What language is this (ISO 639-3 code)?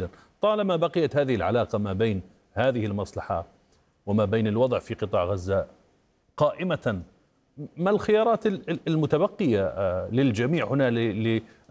ara